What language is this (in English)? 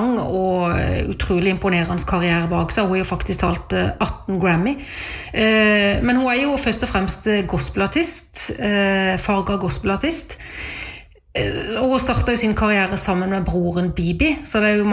Norwegian